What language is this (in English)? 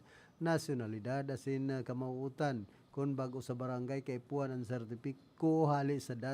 Bikol